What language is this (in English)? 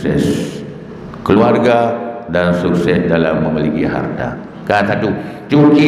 Achinese